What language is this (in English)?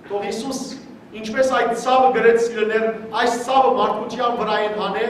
Western Armenian